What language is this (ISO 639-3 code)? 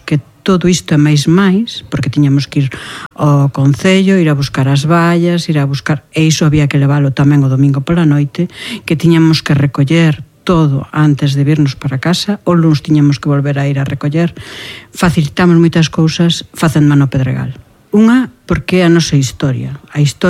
glg